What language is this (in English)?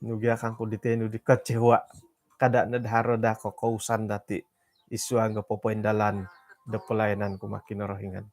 Central Dusun